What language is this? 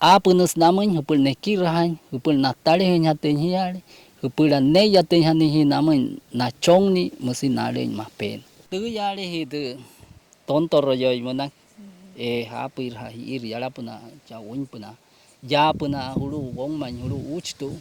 Wayuu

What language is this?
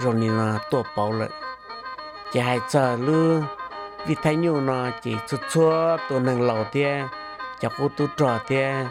Hmong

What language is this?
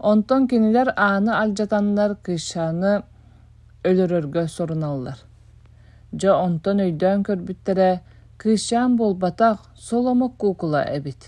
Yakut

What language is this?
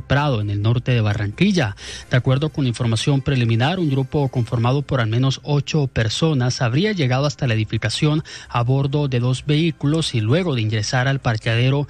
Spanish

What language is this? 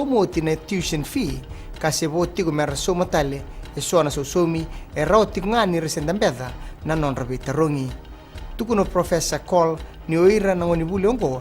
Fijian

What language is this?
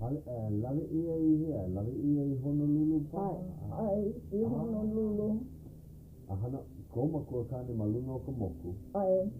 Hawaiian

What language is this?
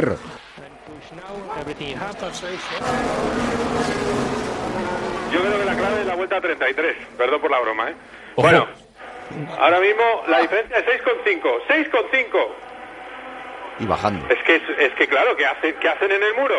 Spanish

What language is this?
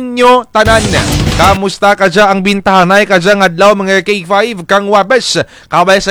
Kinaray-a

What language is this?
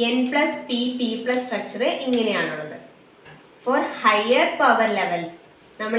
Malayalam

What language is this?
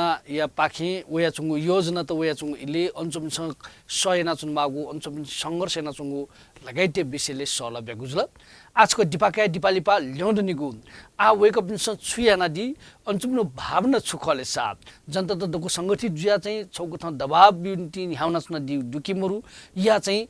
Newari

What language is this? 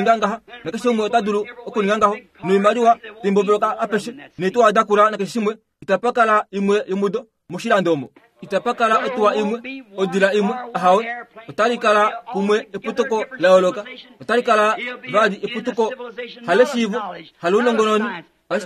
Kuanyama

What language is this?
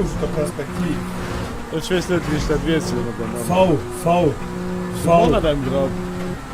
Luxembourgish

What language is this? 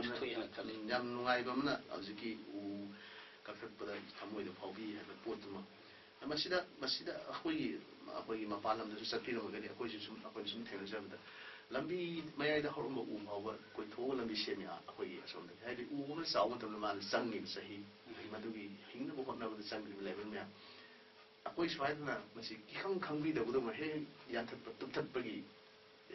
Manipuri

